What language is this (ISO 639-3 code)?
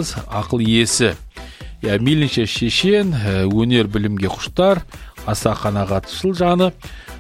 kaz